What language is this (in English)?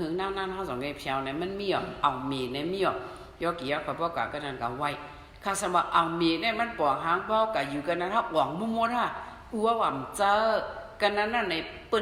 Shan